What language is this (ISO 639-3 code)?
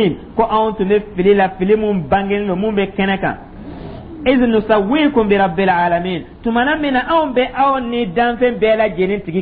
dyu